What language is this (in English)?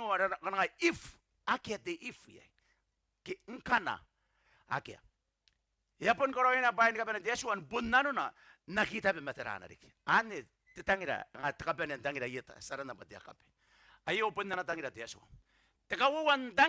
Gilbertese